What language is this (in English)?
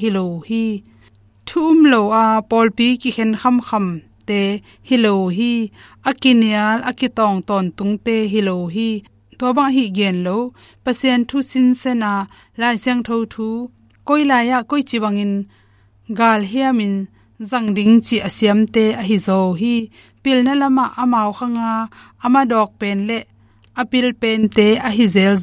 Tedim Chin